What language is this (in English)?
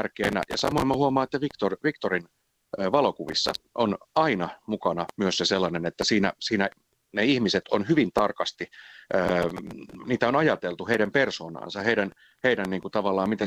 Finnish